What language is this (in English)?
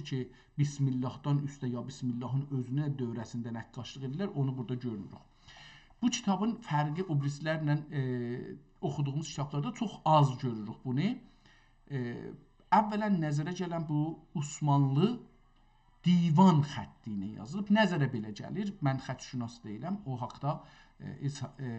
South Azerbaijani